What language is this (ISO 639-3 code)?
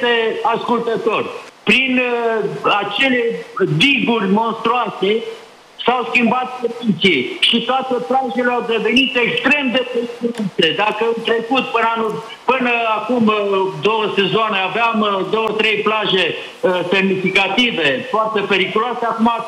ron